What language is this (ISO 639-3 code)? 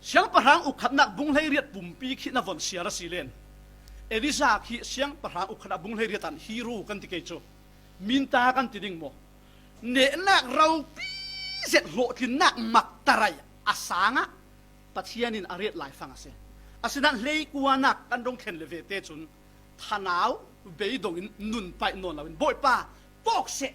cfm